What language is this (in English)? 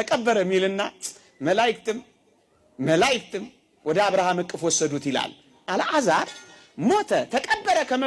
Amharic